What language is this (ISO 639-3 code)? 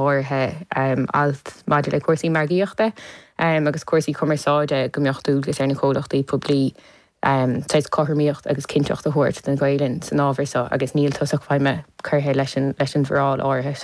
gle